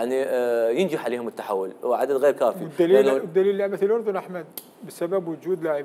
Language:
Mesopotamian Arabic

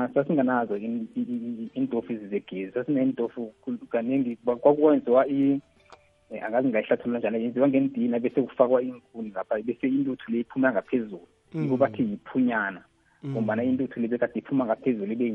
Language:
South Ndebele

